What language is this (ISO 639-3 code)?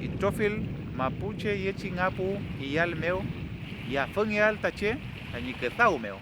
arn